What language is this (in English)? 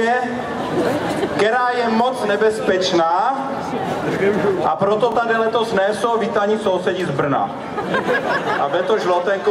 Czech